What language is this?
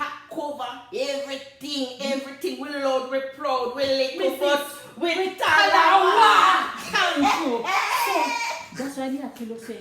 Jamaican Creole English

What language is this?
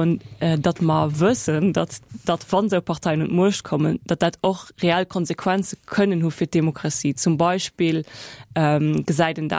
Luxembourgish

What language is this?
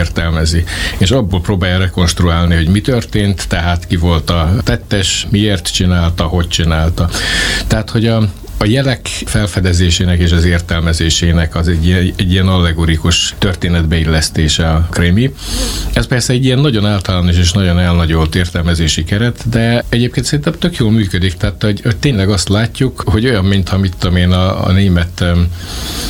Hungarian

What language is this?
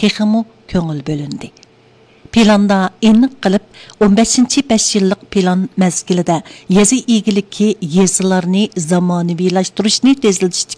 Uyghur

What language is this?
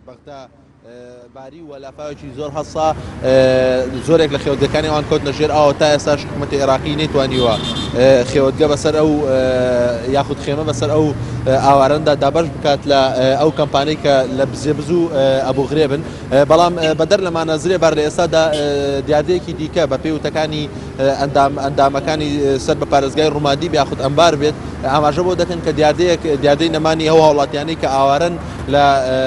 Central Kurdish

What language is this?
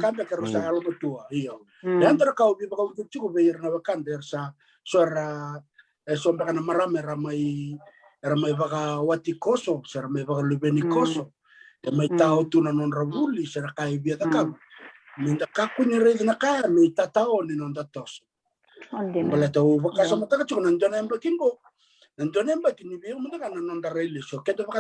Fijian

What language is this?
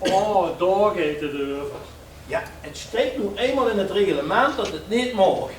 Limburgish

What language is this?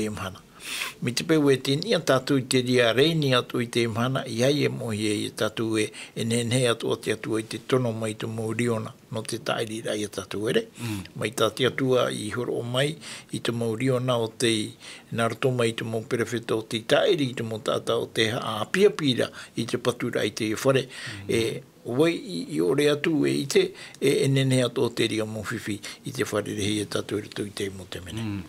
Tahitian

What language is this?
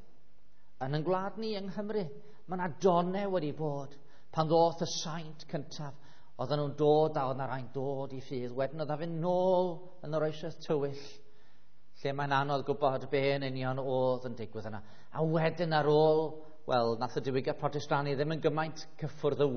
Welsh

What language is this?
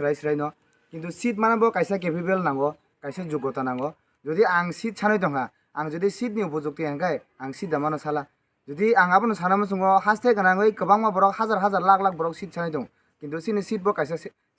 Kok Borok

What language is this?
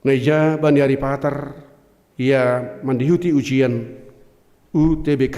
Batak Simalungun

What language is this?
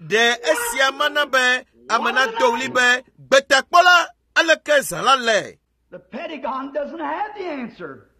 Ewe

